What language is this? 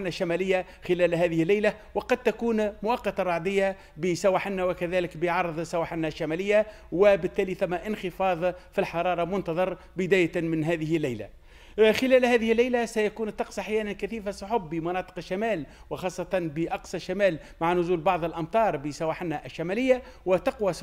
Tunisian Arabic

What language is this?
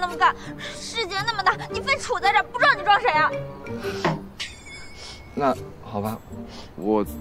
Chinese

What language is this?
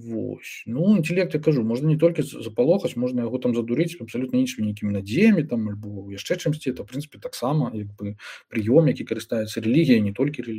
Belarusian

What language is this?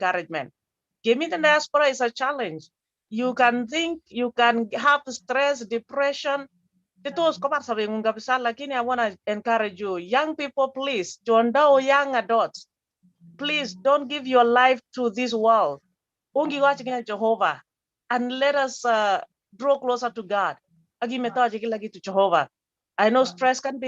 Kalenjin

